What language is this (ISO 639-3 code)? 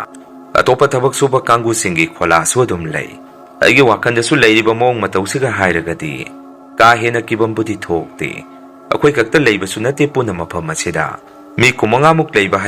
mni